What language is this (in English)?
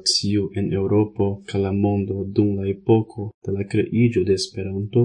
Esperanto